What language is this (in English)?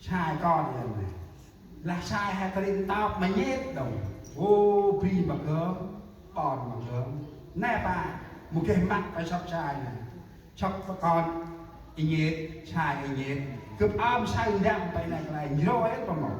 Central Mnong